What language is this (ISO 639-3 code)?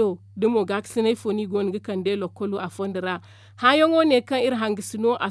dje